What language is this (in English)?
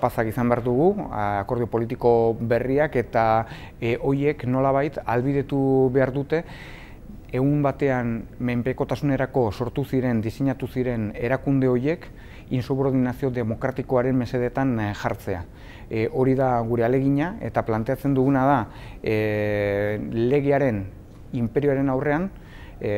Basque